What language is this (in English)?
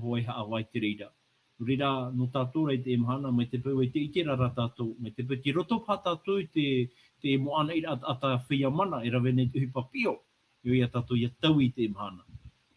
Tahitian